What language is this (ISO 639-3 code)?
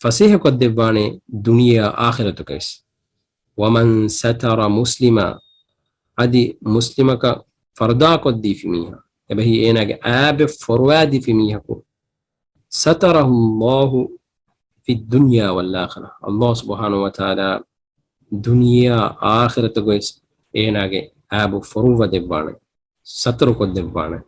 div